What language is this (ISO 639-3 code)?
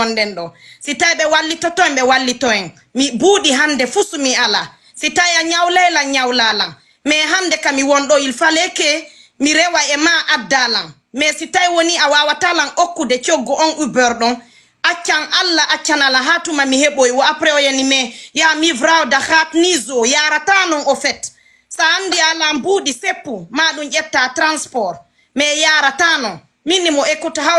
ful